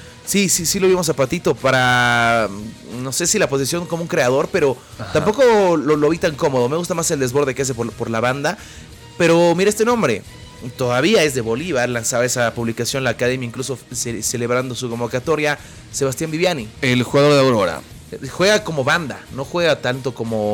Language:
Spanish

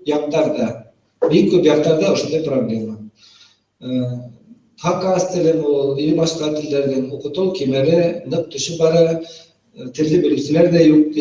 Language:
Bashkir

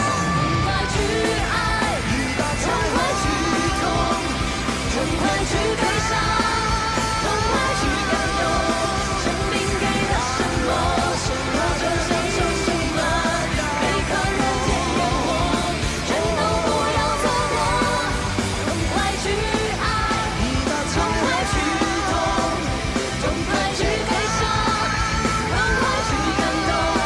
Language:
Chinese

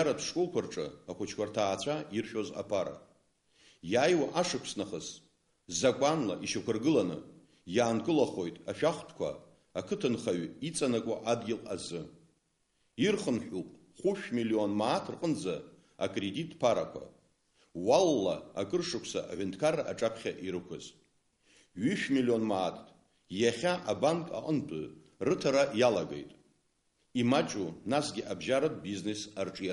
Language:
Abkhazian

